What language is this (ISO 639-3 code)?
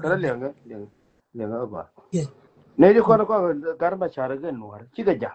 nus